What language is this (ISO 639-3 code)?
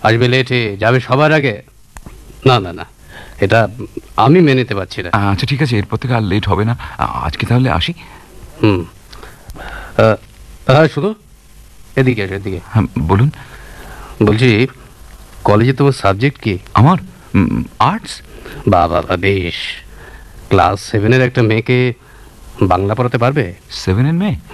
ben